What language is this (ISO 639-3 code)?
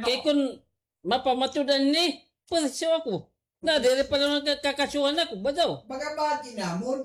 war